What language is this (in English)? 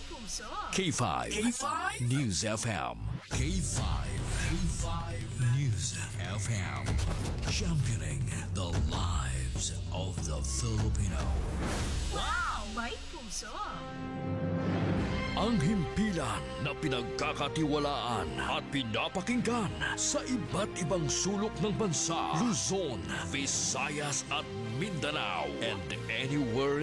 Filipino